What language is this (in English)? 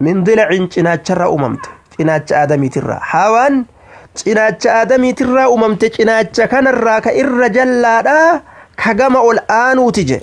Oromo